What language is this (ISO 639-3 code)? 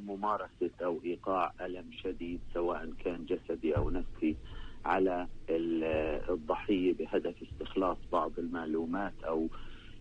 apc